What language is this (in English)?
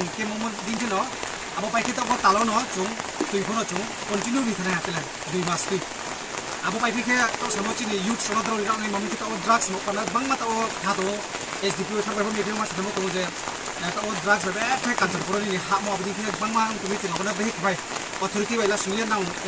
Kok Borok